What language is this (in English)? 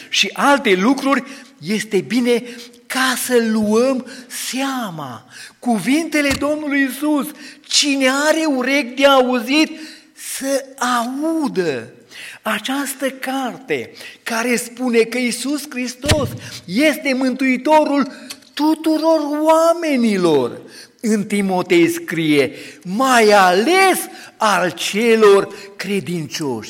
Romanian